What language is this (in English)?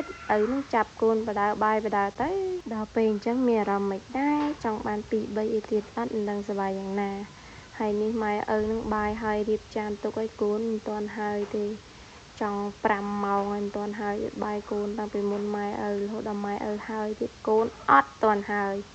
Khmer